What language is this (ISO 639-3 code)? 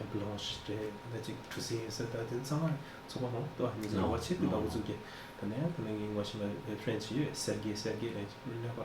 bod